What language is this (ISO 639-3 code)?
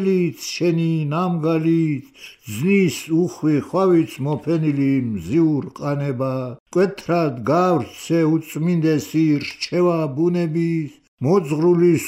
kat